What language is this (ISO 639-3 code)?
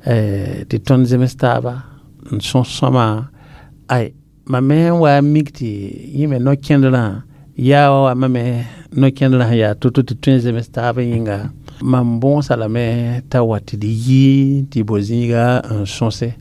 mos